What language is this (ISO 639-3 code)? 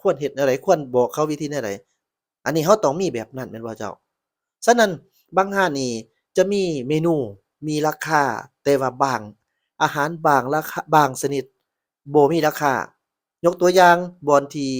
lao